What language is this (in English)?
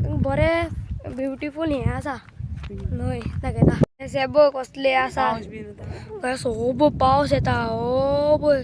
Konkani